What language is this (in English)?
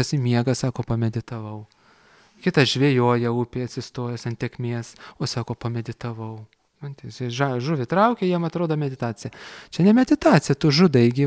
Lithuanian